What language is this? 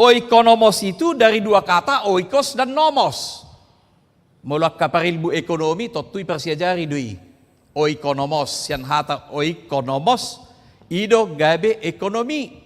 Batak Toba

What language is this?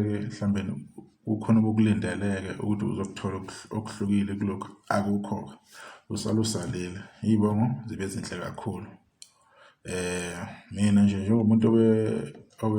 Zulu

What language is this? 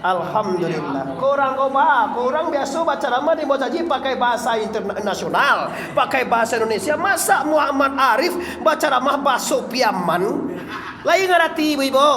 Minangkabau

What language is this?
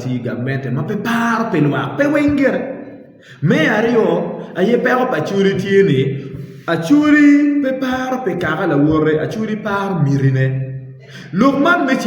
Acoli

